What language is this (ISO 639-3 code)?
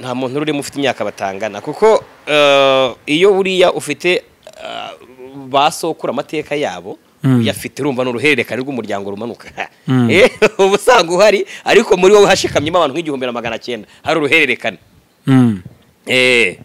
kin